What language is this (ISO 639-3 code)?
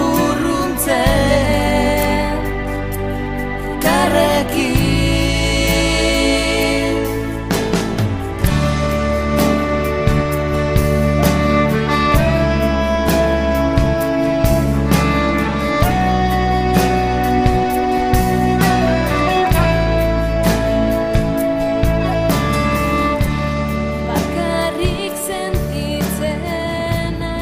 eus